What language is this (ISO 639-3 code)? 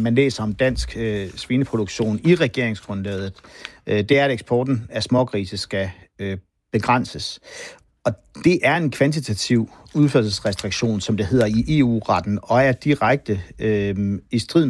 dan